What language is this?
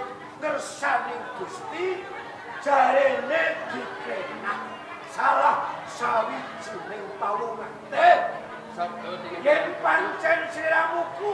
Javanese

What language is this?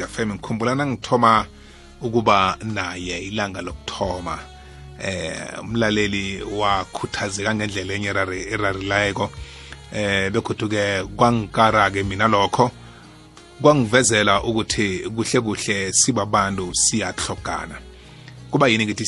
South Ndebele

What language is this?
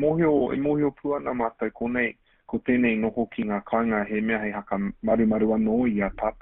Māori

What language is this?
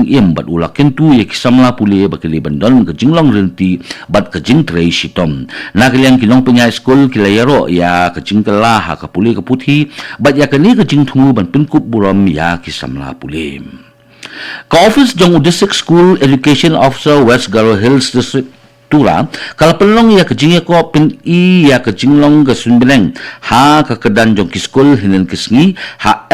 Khasi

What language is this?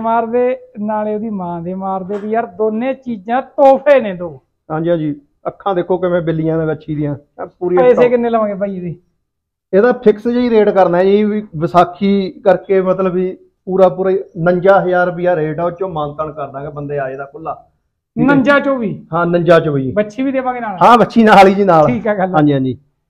Punjabi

